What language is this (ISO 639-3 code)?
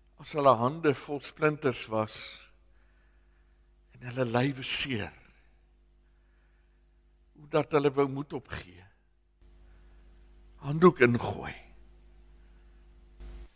afr